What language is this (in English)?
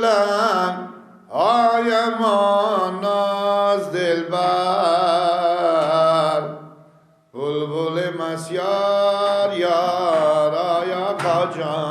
Persian